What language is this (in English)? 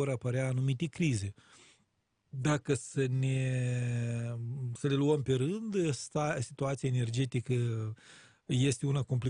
Romanian